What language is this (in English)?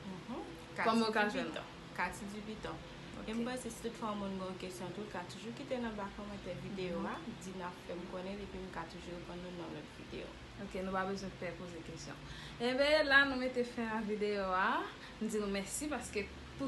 Haitian Creole